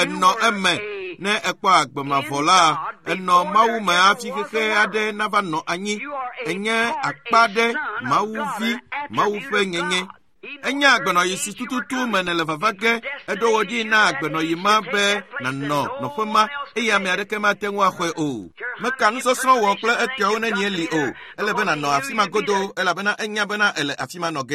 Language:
Ewe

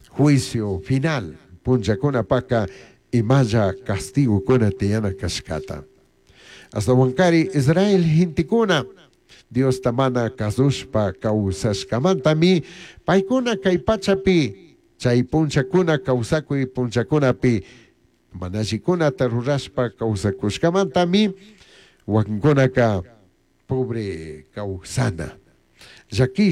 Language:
Chimborazo Highland Quichua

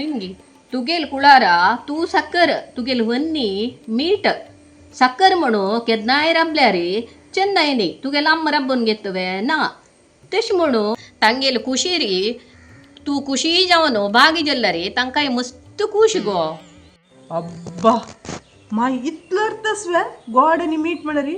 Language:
Konkani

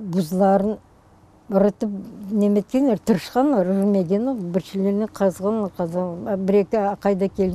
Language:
Crimean Tatar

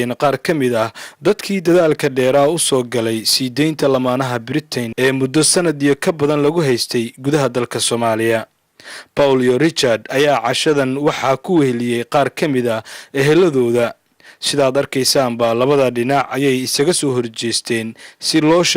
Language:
Somali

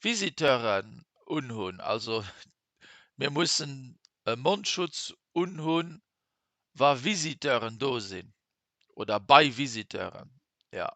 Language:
Luxembourgish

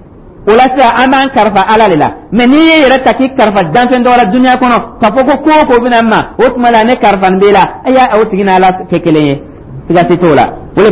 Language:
Dyula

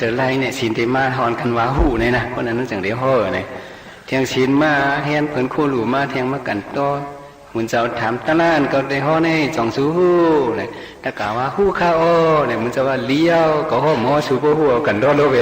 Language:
Shan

